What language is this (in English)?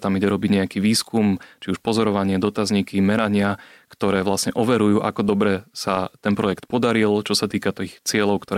Slovak